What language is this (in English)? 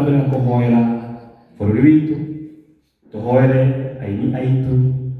Kikuyu